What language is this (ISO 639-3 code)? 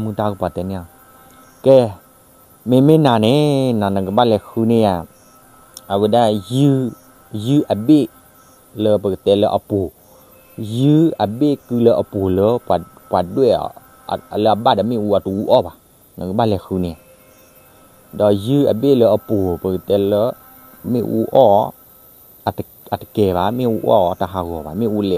ksw